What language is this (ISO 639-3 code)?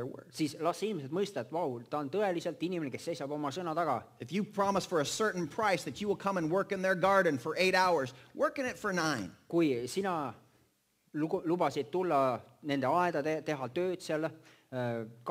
est